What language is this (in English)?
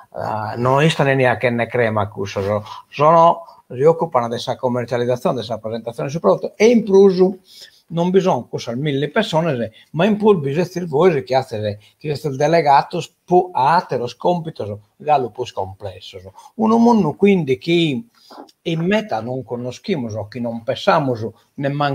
Sardinian